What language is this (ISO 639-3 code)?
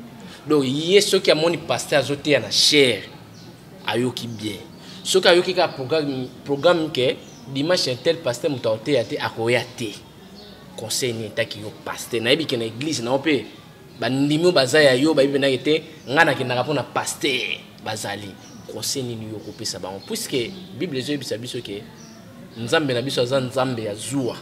lin